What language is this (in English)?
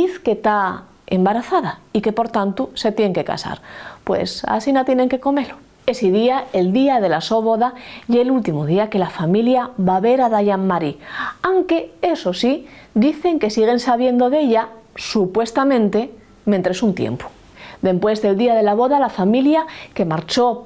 Asturian